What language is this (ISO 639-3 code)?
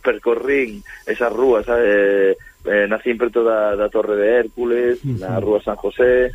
glg